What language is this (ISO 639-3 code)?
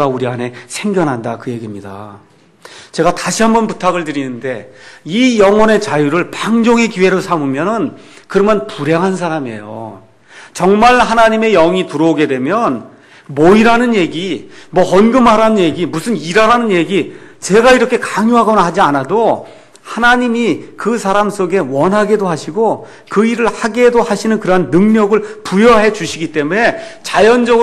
kor